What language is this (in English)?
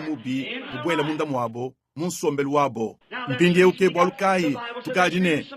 Luba-Lulua